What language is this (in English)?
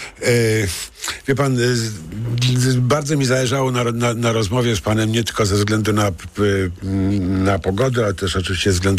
Polish